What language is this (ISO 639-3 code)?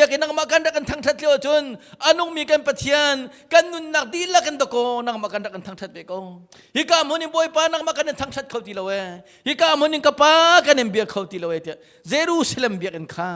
cnh